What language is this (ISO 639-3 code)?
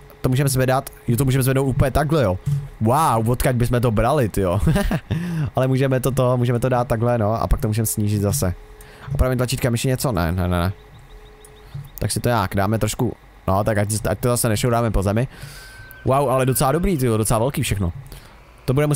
ces